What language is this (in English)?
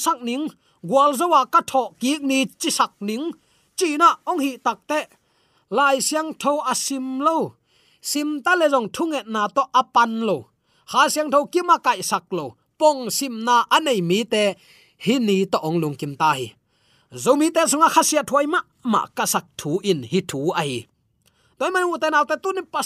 Tedim Chin